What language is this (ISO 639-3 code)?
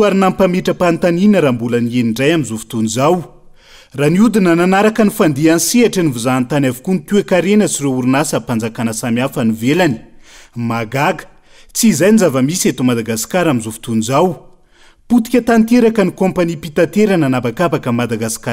mlg